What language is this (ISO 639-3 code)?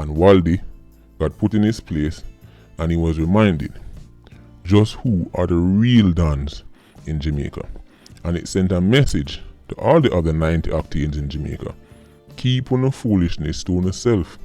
jam